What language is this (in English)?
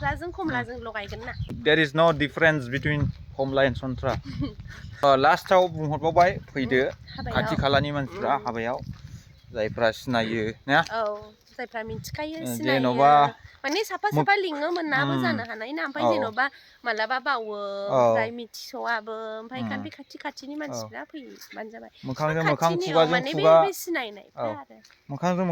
Bodo